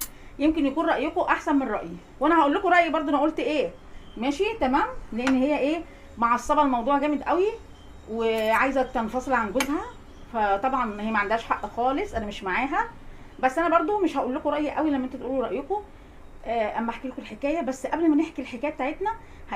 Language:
Egyptian Arabic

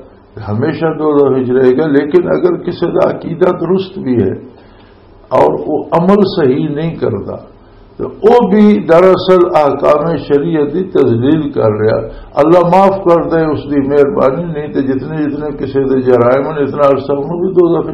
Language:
Western Panjabi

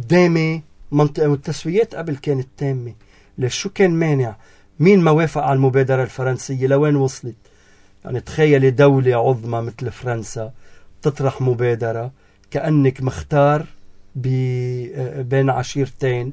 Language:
North Levantine Arabic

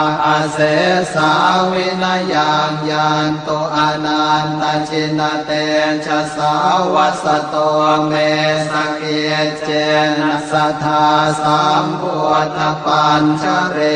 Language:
Pali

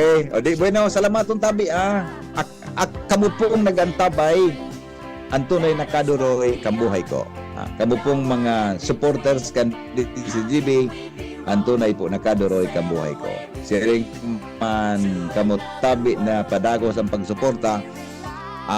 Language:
Bikol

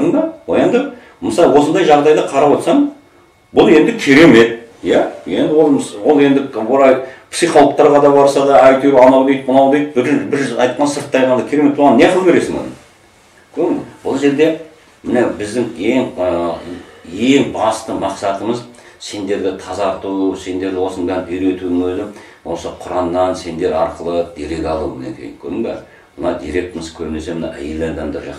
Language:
Kazakh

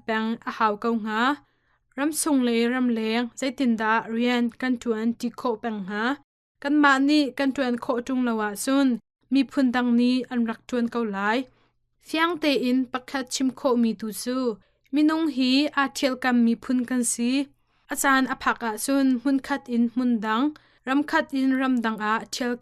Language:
Hakha Chin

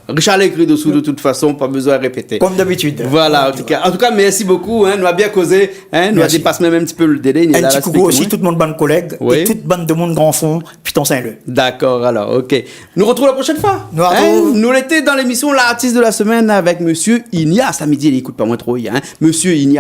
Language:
Réunion Creole French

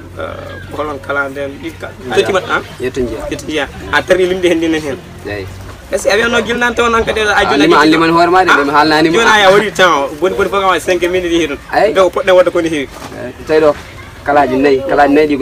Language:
Pular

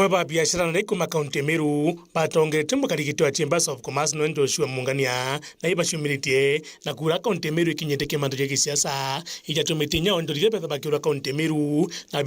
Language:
Meru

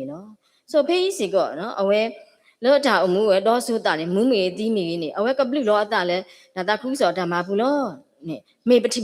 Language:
S'gaw Karen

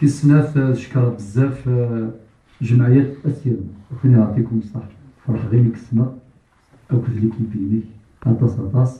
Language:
Kabyle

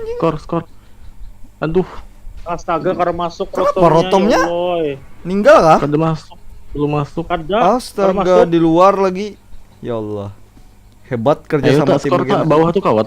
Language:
Banjar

